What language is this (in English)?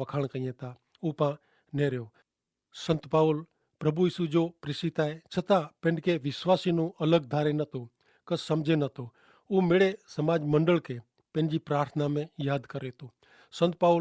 Kachhi